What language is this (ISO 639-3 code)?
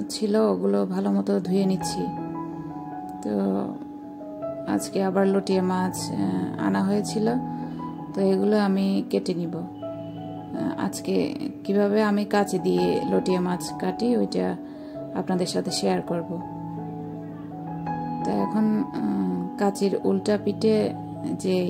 ben